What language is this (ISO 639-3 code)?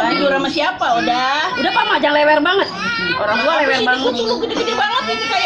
bew